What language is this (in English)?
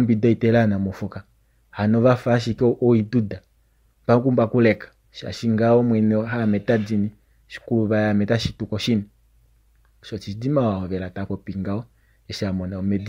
Kuanyama